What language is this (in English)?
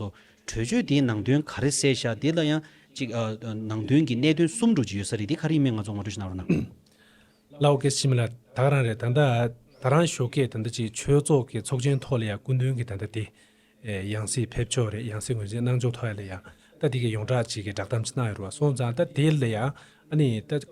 Tibetan